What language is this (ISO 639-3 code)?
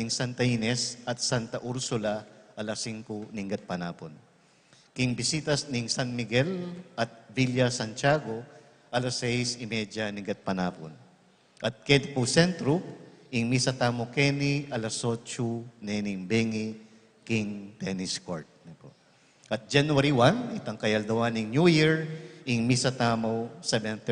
pam